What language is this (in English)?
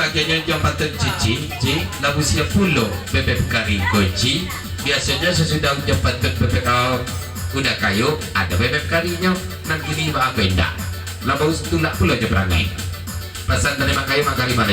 Minangkabau